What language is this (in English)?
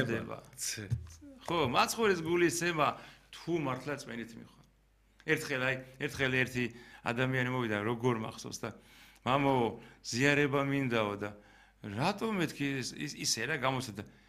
Georgian